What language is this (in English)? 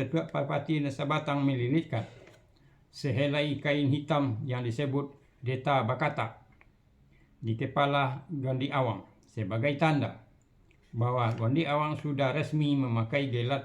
Minangkabau